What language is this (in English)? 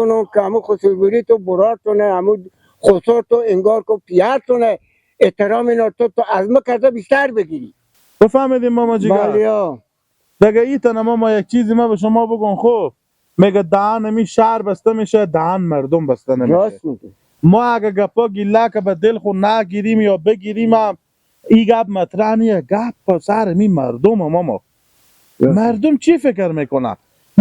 Persian